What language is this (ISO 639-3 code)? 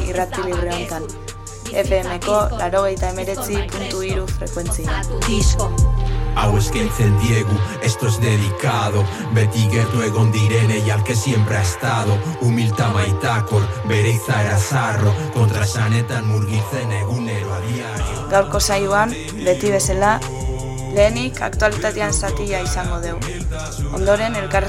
eus